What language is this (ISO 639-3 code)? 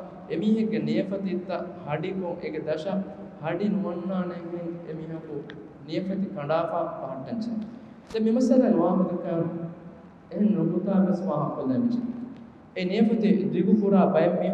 div